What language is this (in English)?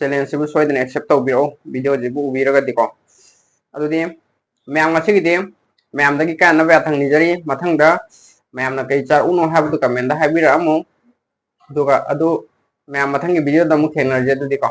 Manipuri